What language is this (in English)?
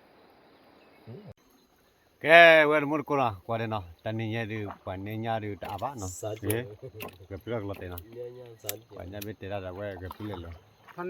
S'gaw Karen